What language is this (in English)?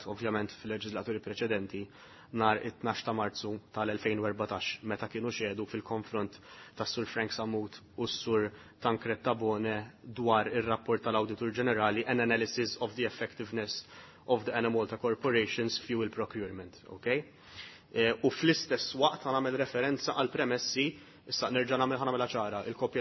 Maltese